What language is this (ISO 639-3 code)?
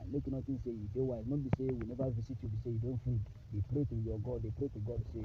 pcm